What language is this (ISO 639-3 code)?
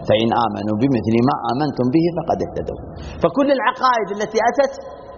ara